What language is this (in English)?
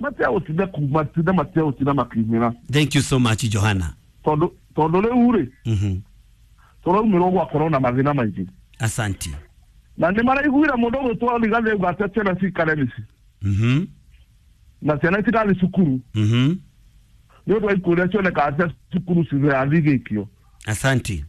Kikuyu